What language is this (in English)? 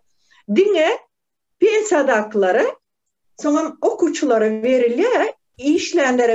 Turkmen